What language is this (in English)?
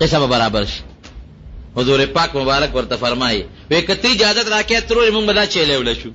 Pashto